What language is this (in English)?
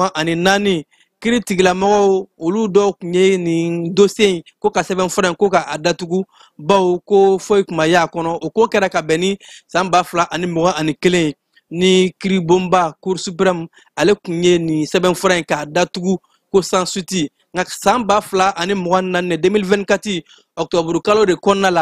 Bambara